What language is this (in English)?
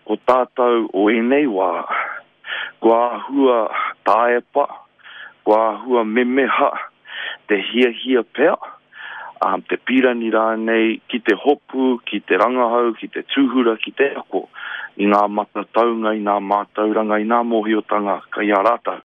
Māori